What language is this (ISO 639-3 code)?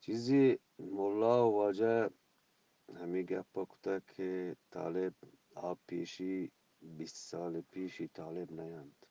bgp